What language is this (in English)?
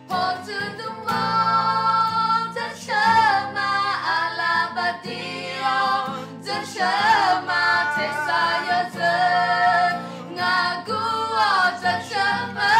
Akha